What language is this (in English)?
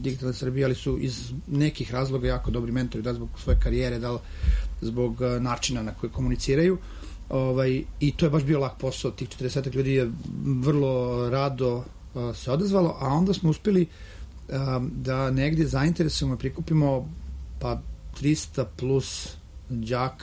Serbian